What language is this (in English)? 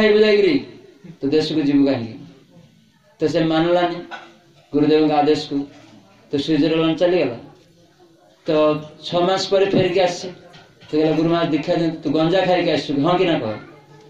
Odia